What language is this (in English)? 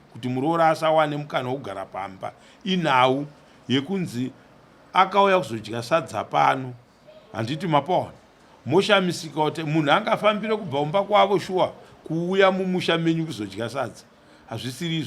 Shona